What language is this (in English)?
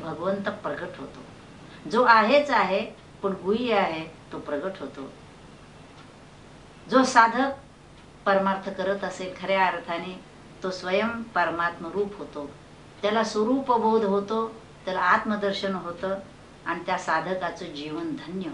Marathi